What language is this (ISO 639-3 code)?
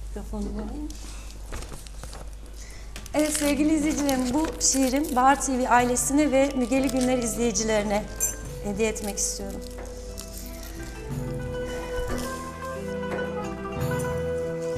tur